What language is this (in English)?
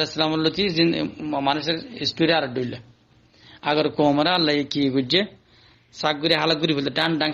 Rohingya